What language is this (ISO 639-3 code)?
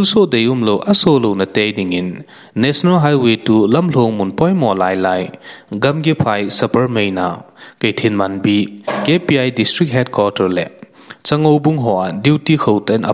tcz